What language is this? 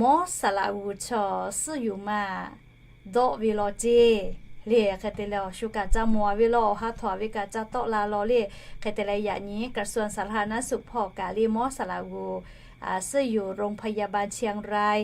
Lahu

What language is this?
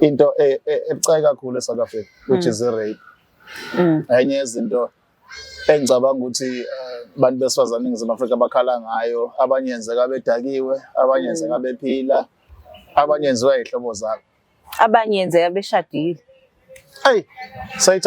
Zulu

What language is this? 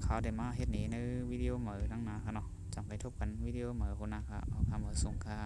Shan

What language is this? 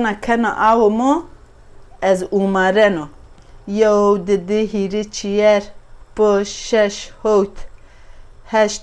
Zaza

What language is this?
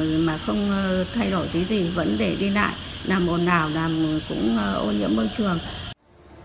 Vietnamese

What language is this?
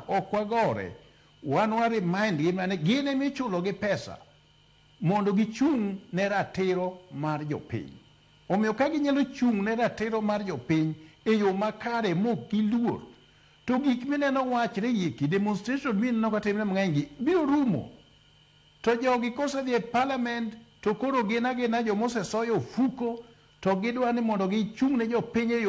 Luo (Kenya and Tanzania)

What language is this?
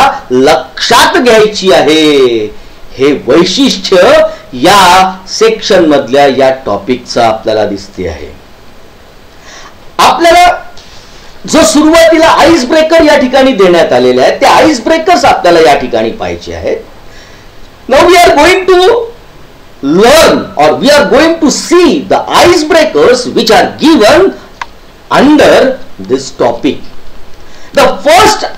Marathi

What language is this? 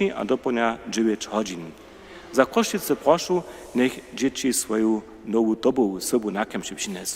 Upper Sorbian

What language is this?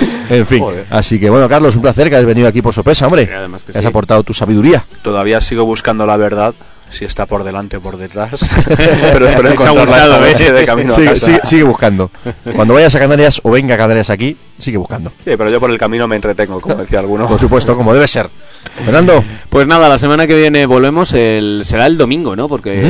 Spanish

